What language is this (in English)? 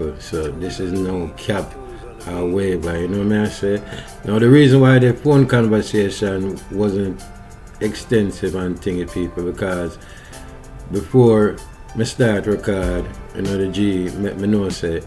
Jamaican Creole English